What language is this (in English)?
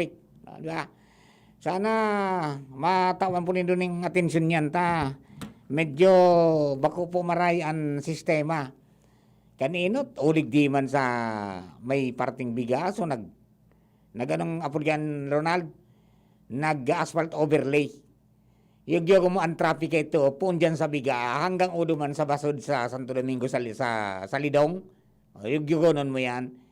Bikol